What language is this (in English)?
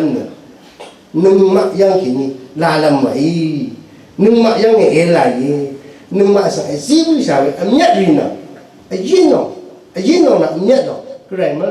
Rawang